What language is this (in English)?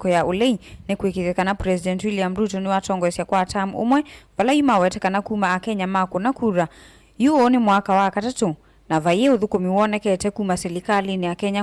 Kamba